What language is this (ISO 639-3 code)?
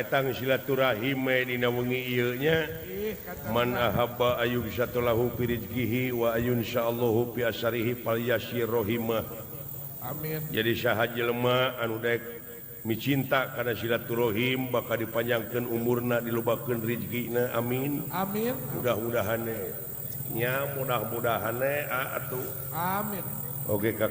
sun